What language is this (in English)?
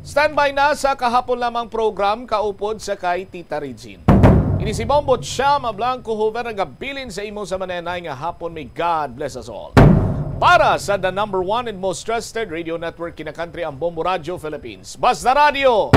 Hiligaynon